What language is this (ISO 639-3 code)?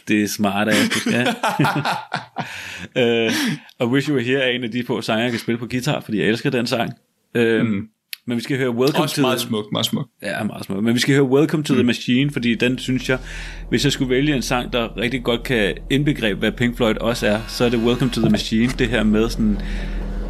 dan